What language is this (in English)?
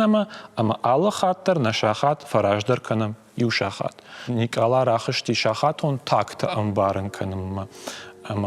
Ossetic